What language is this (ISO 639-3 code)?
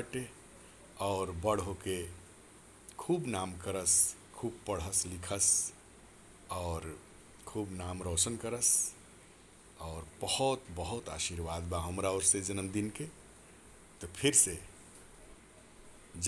bho